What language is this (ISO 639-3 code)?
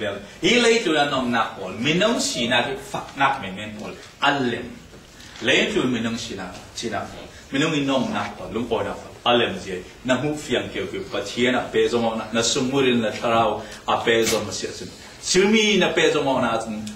cfm